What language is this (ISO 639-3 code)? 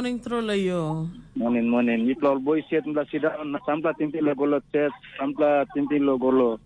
tpi